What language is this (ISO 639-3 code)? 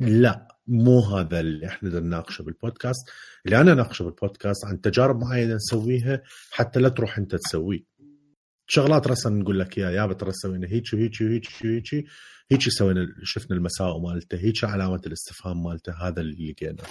acm